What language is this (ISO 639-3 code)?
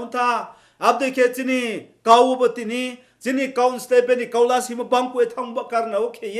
ria